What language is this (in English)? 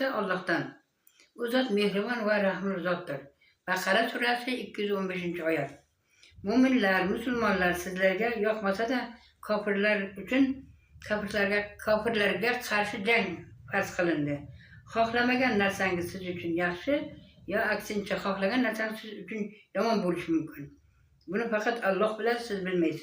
Uzbek